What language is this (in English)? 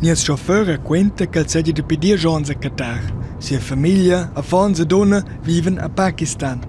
Romansh